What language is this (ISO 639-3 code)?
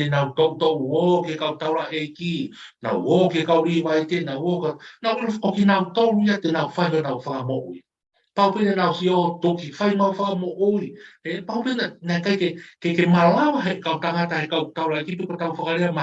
ton